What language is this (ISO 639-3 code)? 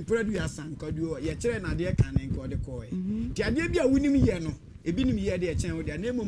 aka